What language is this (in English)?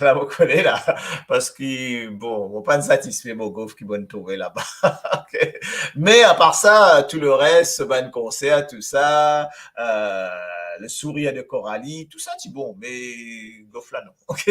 Morisyen